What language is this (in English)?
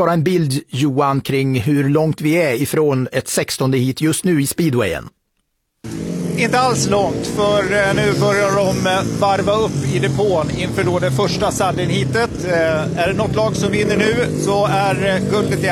Swedish